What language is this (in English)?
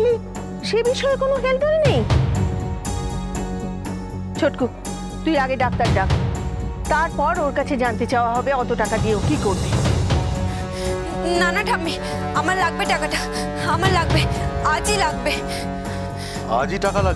Bangla